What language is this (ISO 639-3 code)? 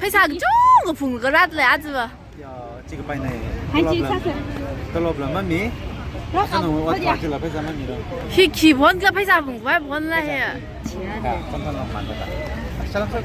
nmf